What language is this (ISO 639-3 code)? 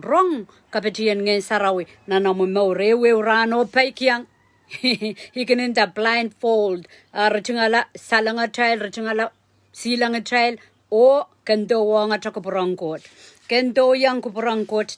pon